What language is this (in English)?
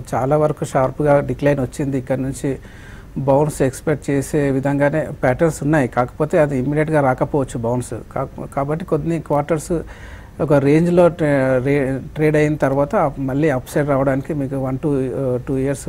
Telugu